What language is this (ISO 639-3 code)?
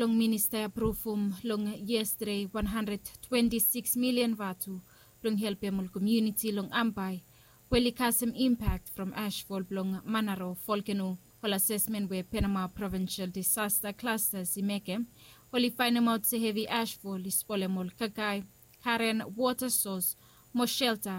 bis